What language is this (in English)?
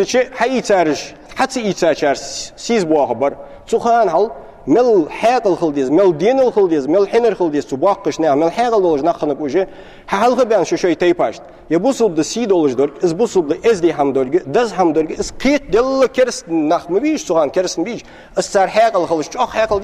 Ingush